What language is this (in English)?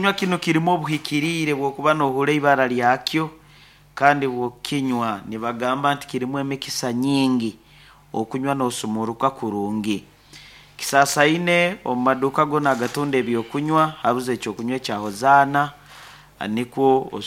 Nyankole